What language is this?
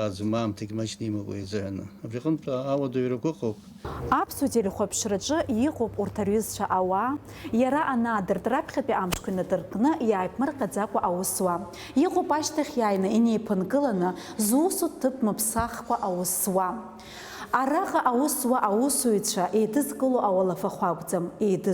Abkhazian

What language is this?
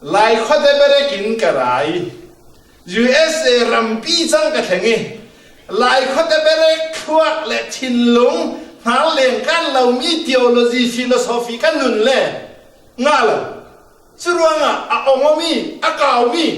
Falam Chin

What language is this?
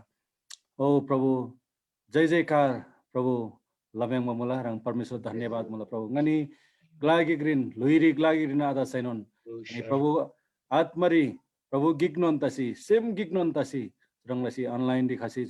Eastern Tamang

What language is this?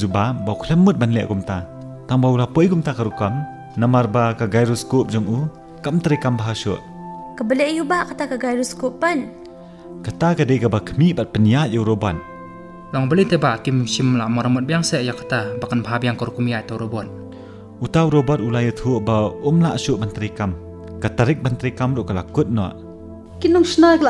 Khasi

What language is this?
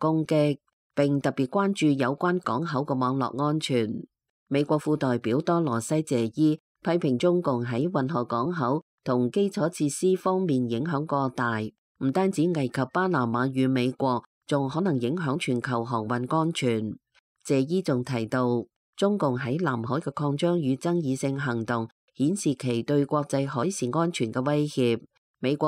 Cantonese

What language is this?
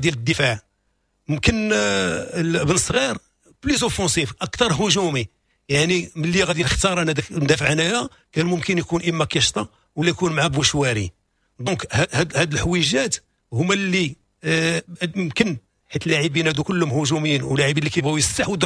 Moroccan Arabic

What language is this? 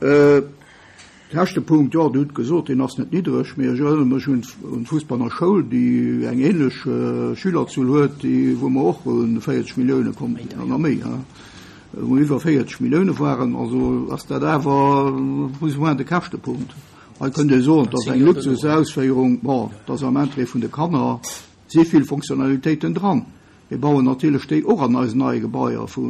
Luxembourgish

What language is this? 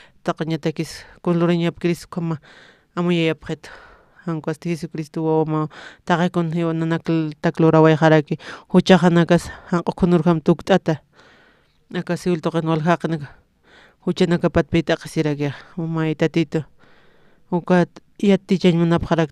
Aymara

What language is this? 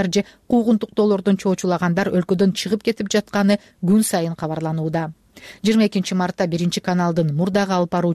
Kyrgyz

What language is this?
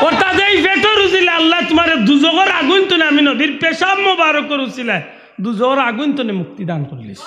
Sylheti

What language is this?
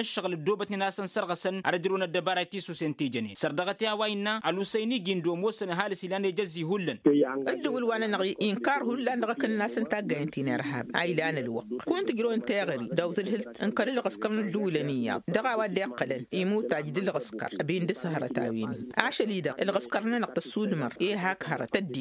Tamasheq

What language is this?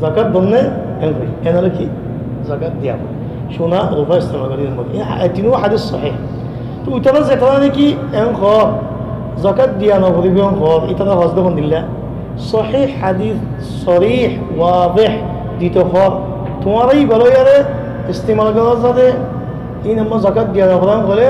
Rohingya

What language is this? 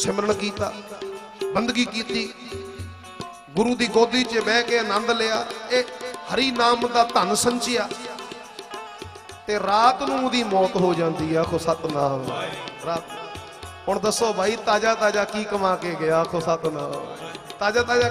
Punjabi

